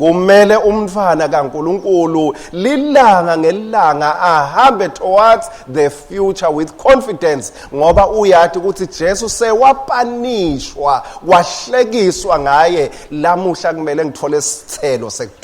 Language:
Swati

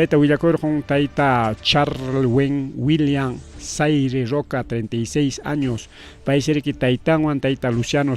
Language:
Ayacucho Quechua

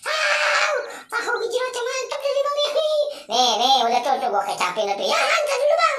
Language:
Betawi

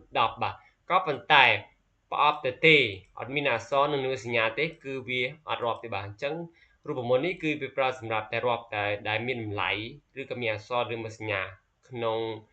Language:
Khmer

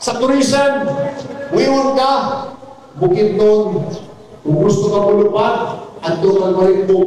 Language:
Cebuano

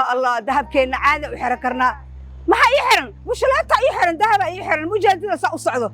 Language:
Somali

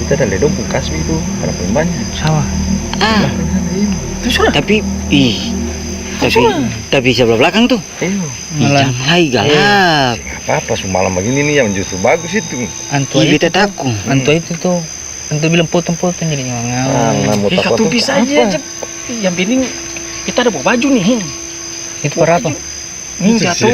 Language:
Ambonese Malay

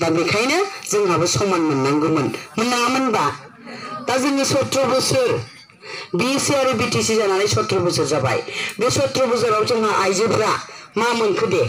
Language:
Bodo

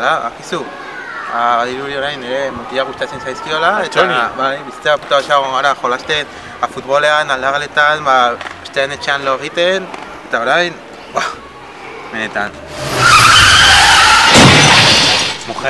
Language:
Basque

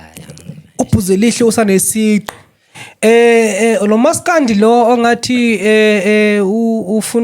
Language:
Zulu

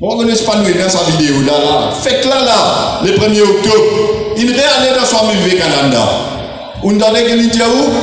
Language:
Morisyen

